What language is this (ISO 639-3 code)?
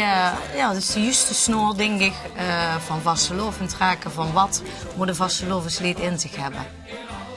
lim